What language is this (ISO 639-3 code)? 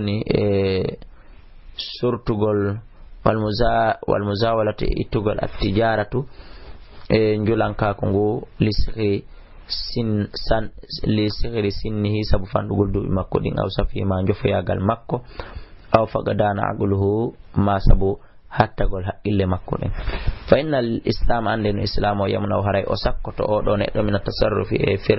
ful